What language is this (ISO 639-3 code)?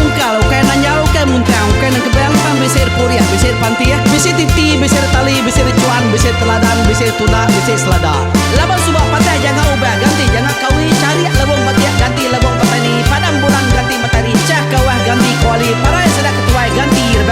iba